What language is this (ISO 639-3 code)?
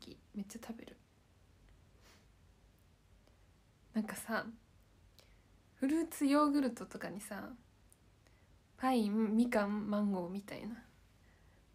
jpn